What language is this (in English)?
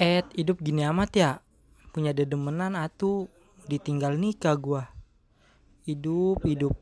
Betawi